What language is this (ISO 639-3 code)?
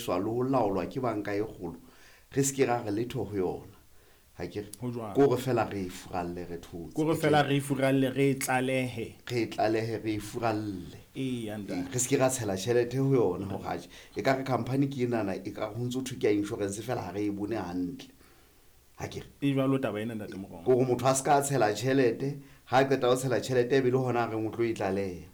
sot